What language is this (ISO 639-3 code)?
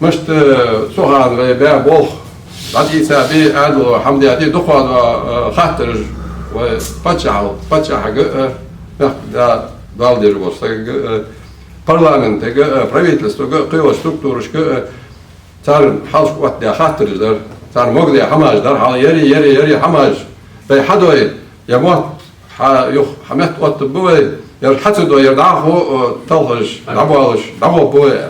inh